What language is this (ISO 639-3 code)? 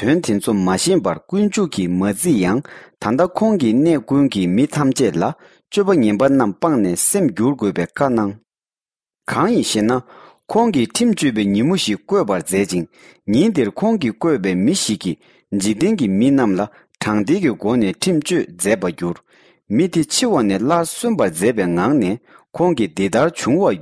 bod